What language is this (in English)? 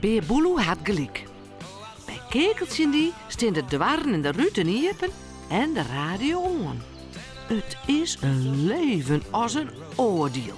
Western Frisian